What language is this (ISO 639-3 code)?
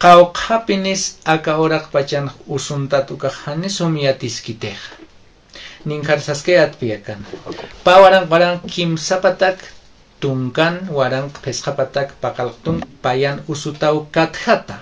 aym